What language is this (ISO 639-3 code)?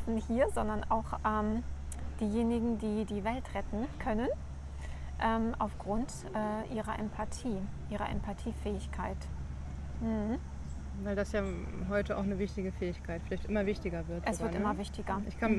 deu